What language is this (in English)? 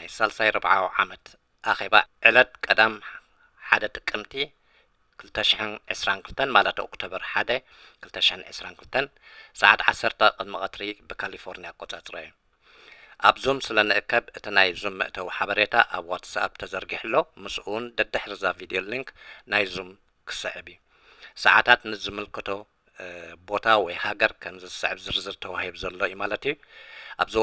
Tigrinya